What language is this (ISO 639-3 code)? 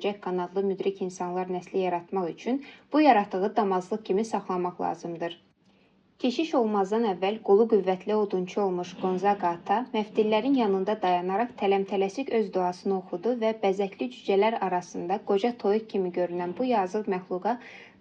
aze